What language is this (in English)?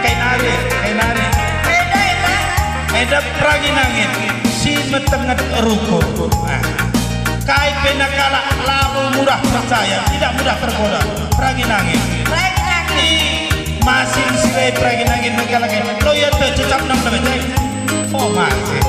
Batak Karo